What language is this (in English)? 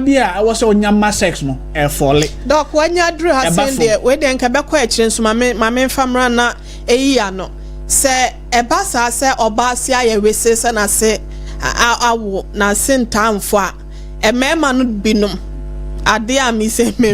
Akan